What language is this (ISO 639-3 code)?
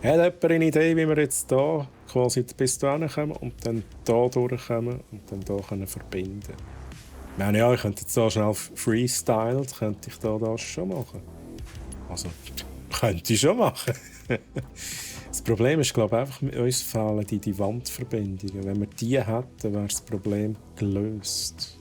gsw